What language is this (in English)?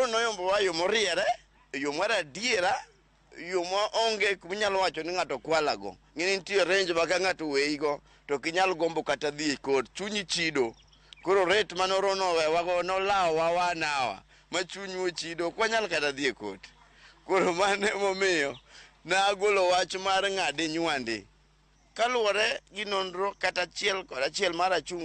Luo (Kenya and Tanzania)